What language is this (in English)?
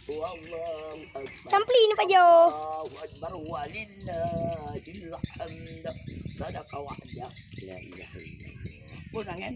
Achinese